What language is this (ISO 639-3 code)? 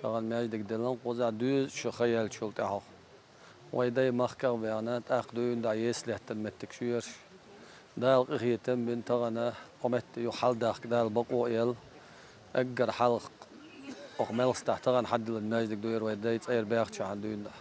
che